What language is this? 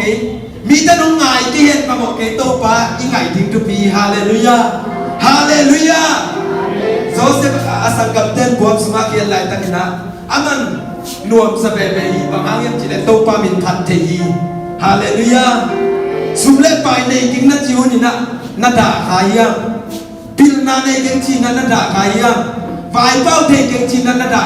Tedim Chin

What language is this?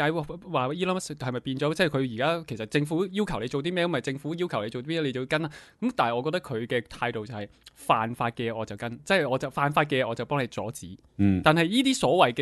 Cantonese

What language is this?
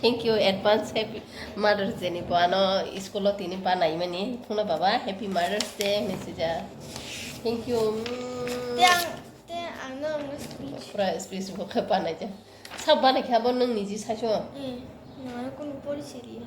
Kok Borok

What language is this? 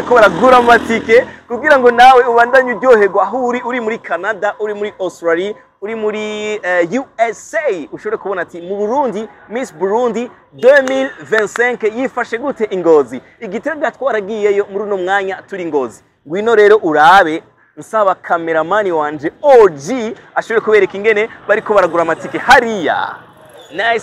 Rundi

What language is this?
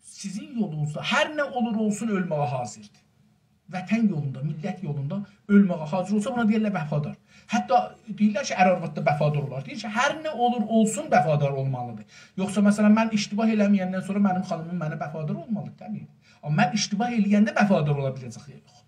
South Azerbaijani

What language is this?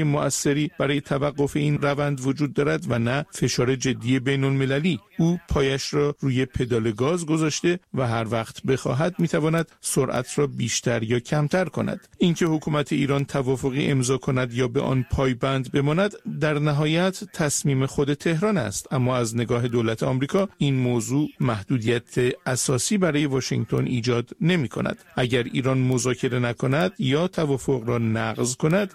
Persian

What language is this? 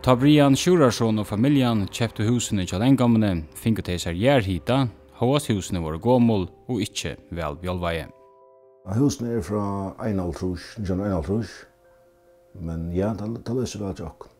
Faroese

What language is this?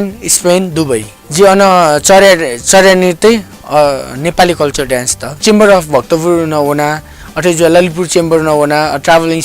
Newari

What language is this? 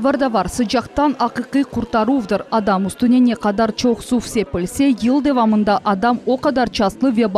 Crimean Tatar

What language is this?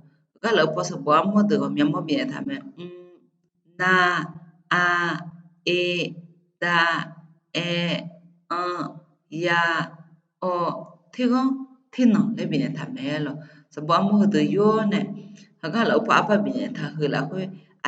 Akha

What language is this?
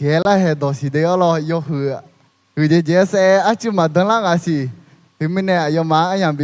Akha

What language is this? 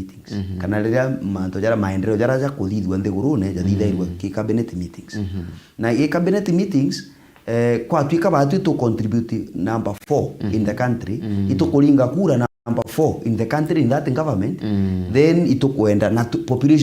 Meru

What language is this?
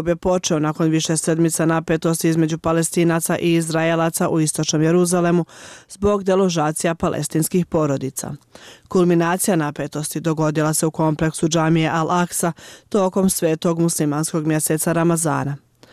Bosnian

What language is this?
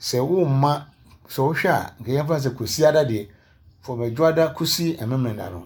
Akan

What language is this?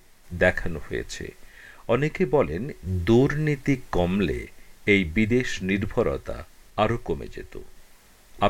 Bangla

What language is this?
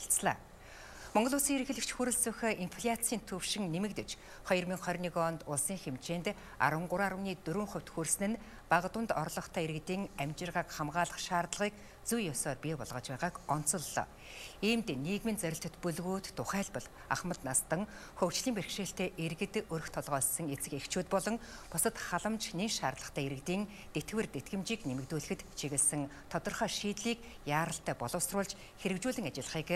Mongolian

